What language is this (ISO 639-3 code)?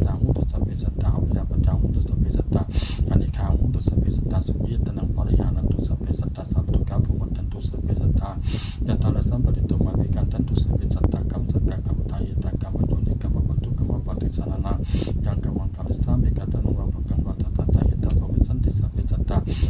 pli